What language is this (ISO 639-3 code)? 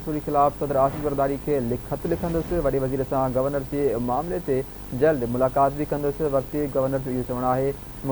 snd